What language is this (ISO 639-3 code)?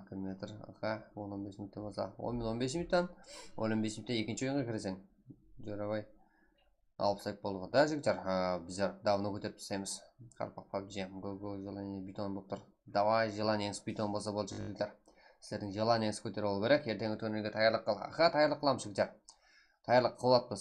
kaa